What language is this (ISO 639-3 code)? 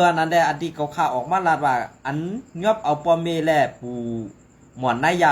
shn